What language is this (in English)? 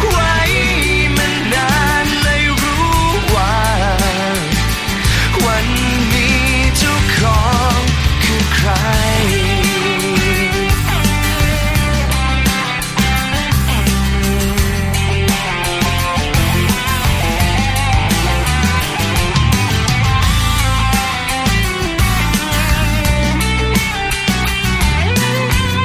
Thai